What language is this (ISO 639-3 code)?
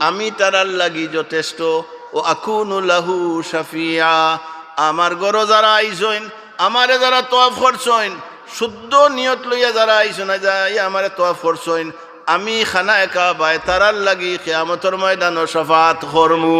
syl